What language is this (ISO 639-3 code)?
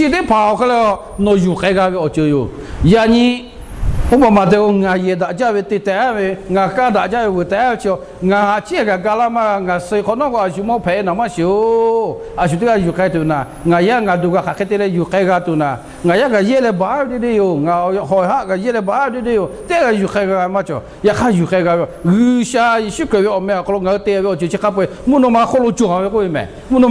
lhu